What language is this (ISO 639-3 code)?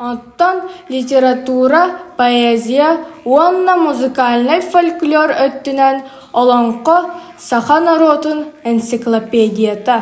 sah